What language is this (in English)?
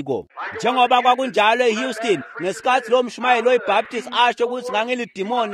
Swati